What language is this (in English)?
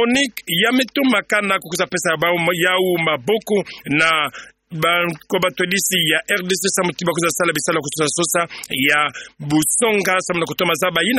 Kituba (Democratic Republic of Congo)